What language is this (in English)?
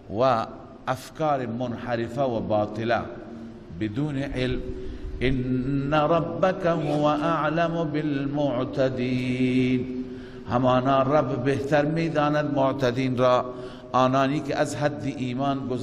Persian